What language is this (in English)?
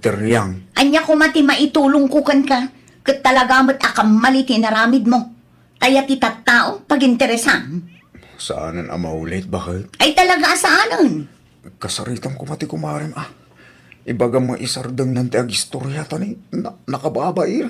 Iloko